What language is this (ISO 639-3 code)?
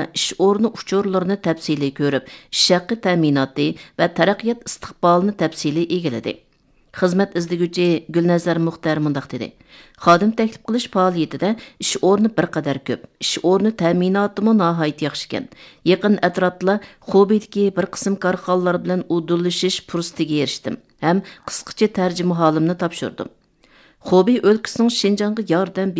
uig